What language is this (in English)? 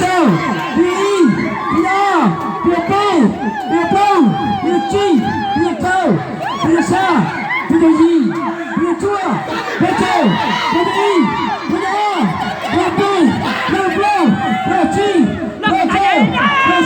Hmong